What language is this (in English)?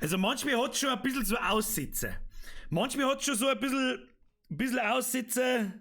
Bavarian